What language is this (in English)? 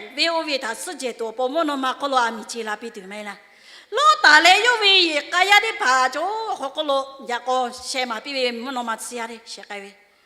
Lahu